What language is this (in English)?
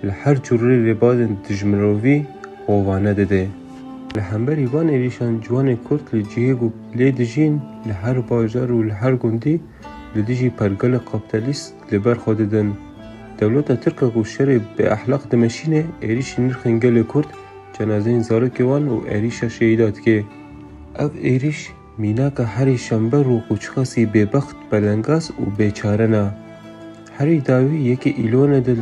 Kurdish